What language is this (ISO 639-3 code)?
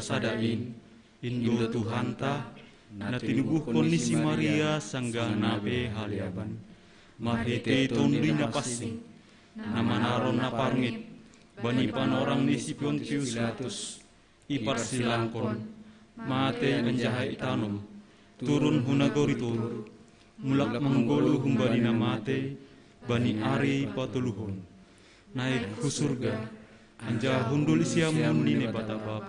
bts